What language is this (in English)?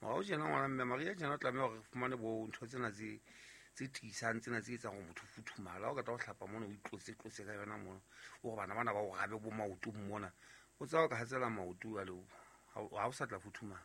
Southern Sotho